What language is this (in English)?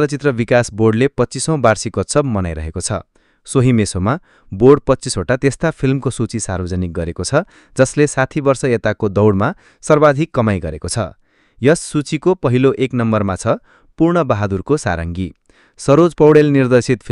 Nepali